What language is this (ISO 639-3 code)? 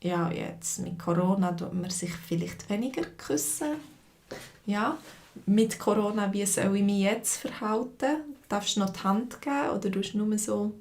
gsw